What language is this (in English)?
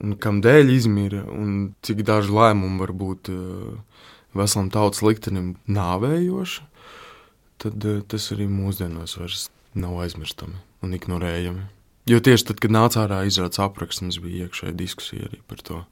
Latvian